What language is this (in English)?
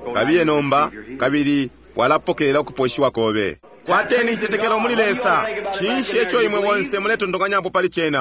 Bemba